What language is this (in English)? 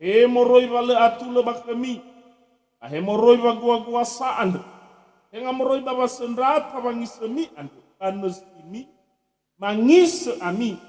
Nias